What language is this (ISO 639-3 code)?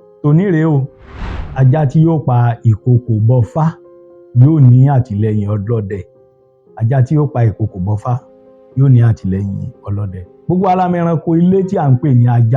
yor